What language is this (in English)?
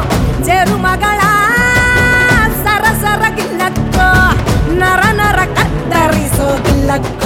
Kannada